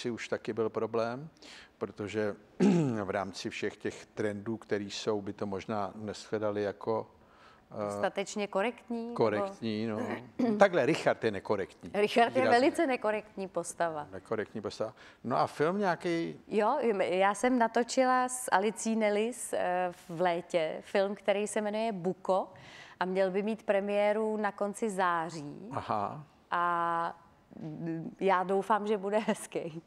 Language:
Czech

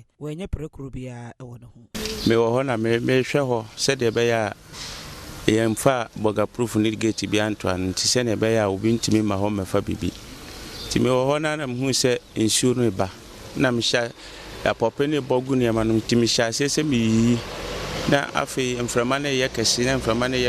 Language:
Akan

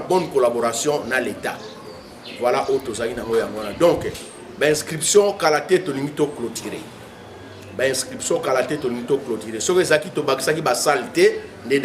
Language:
Lingala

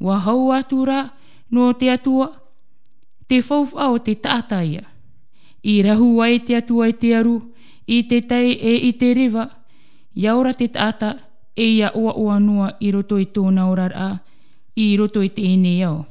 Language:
Tahitian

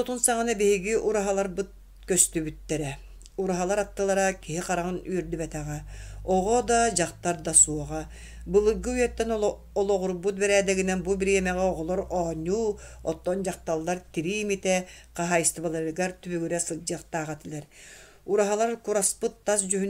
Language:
Yakut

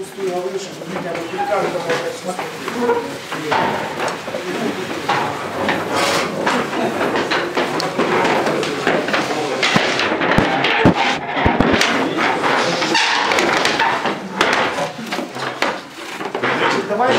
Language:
Russian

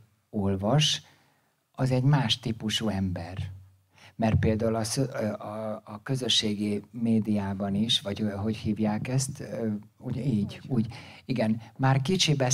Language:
Hungarian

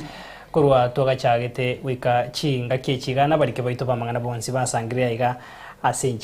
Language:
Gusii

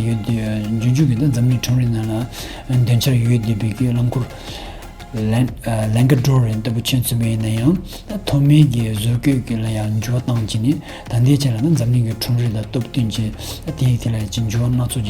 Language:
Tibetan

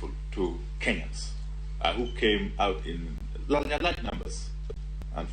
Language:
Luo (Kenya and Tanzania)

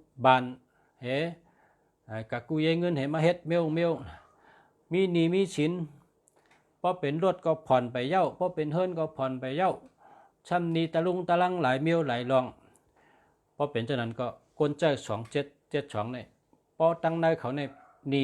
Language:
Shan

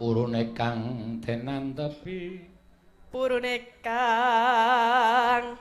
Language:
Javanese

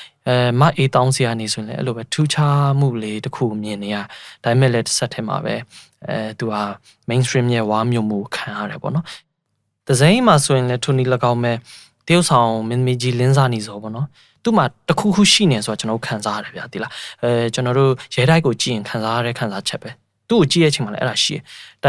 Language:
Burmese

